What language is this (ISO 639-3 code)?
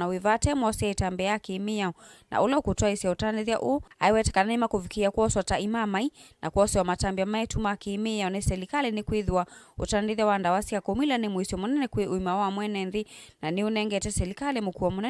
kam